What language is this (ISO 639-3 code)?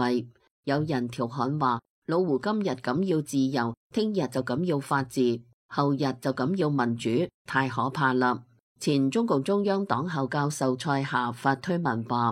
yue